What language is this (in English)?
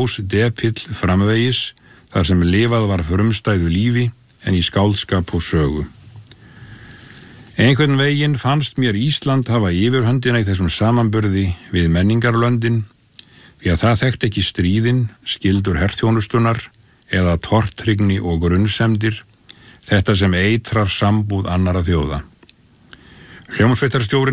Icelandic